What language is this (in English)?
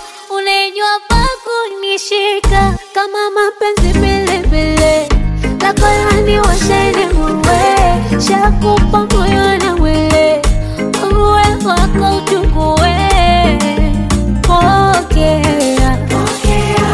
Swahili